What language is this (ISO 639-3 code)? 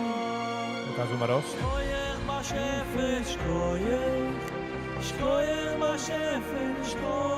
yid